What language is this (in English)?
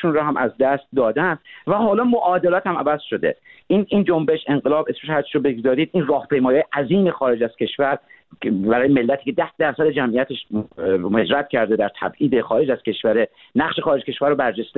Persian